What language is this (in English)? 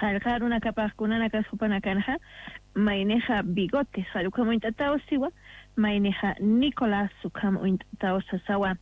Aymara